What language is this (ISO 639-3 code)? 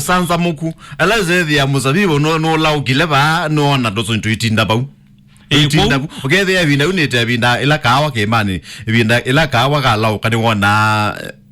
kam